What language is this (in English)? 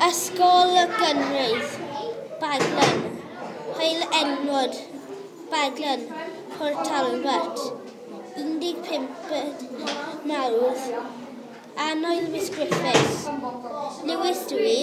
Welsh